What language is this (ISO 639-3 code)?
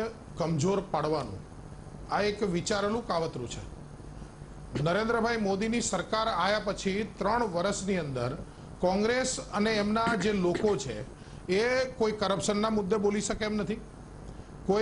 guj